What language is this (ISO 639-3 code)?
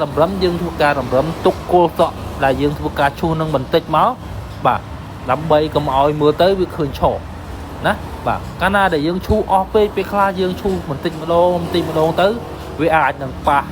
khm